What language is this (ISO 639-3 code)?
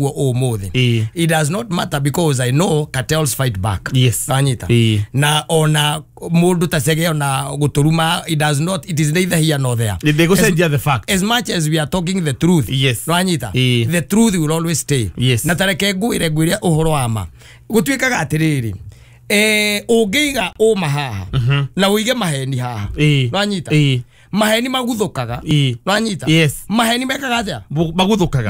kik